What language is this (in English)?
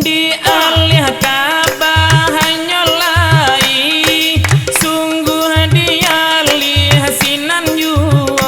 Minangkabau